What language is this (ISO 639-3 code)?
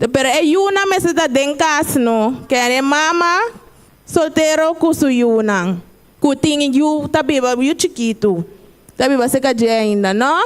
pap